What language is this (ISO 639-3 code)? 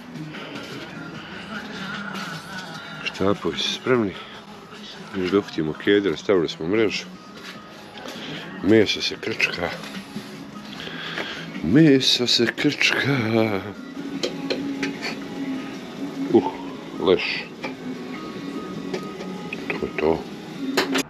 hrv